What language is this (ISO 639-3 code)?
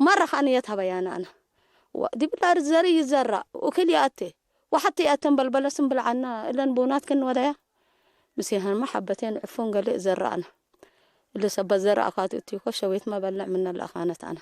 tig